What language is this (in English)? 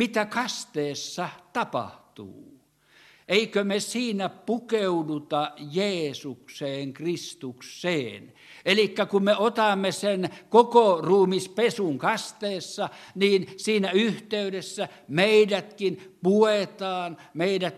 Finnish